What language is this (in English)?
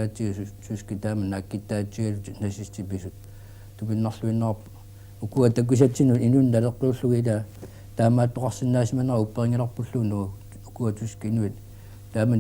Kalaallisut